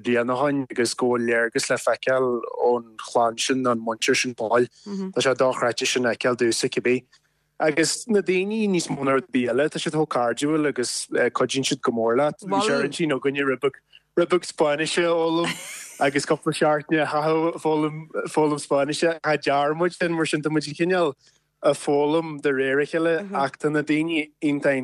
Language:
Irish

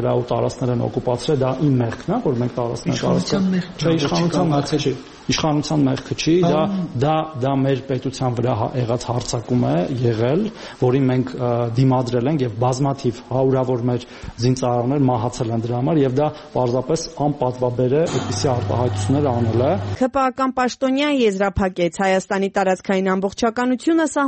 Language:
Armenian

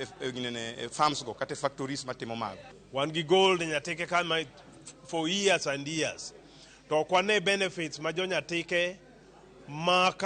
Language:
Luo (Kenya and Tanzania)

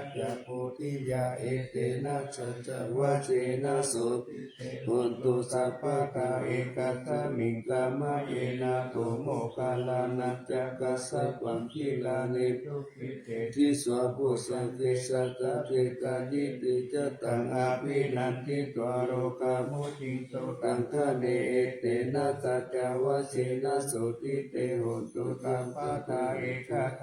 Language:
Pali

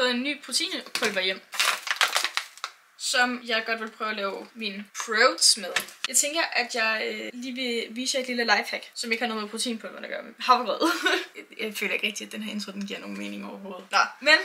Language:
Danish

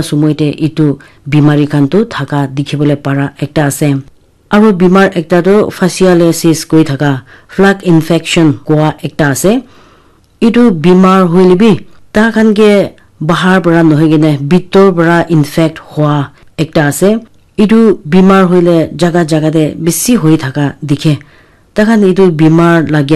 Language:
Naga Pidgin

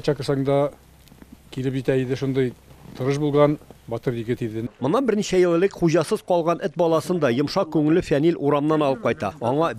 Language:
Tatar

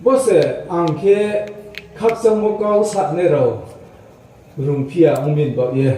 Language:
Riang (India)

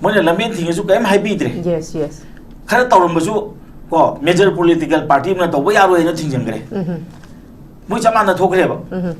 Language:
Manipuri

